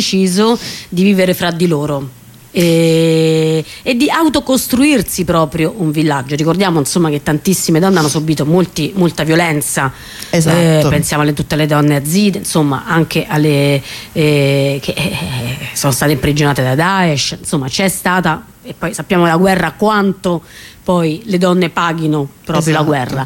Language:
Italian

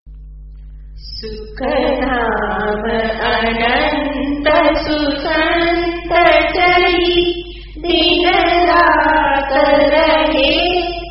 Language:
Gujarati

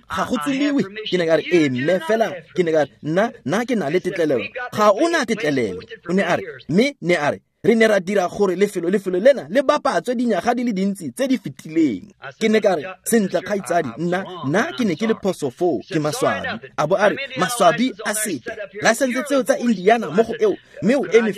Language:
Tswana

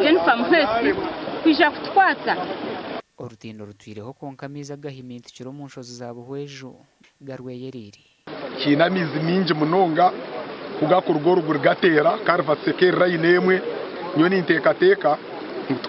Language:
Nyankole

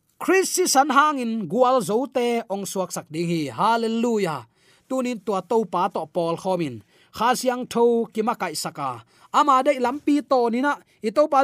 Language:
Tedim Chin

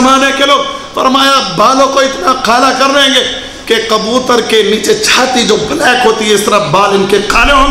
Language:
Urdu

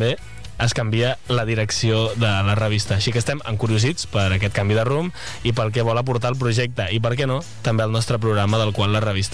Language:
Catalan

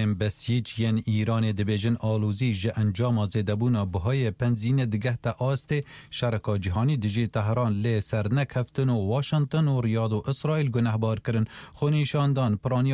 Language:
Kurdish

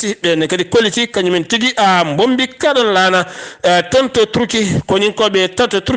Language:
Fula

